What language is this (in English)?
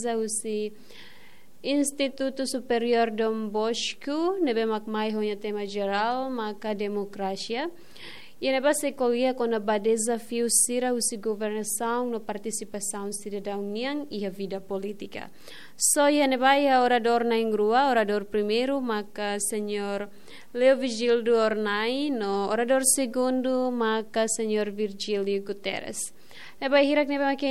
Tetum